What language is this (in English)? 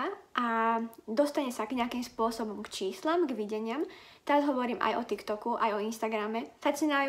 Slovak